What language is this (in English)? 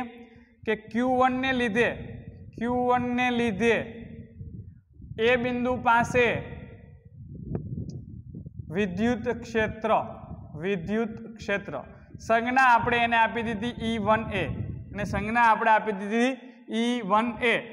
Gujarati